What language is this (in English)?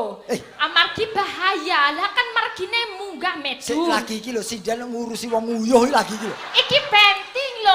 Javanese